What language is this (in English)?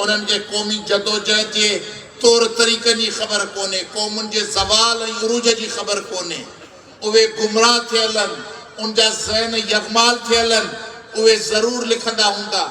Sindhi